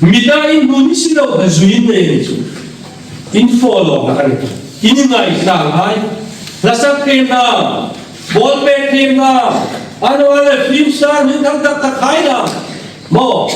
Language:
Hmar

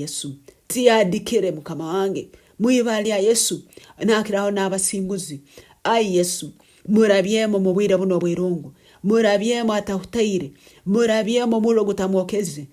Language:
Nyankole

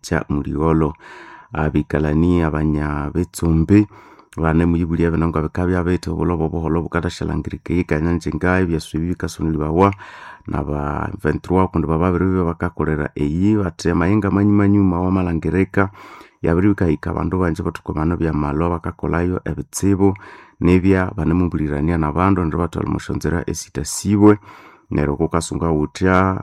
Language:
Nande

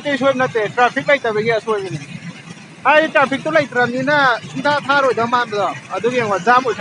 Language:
Manipuri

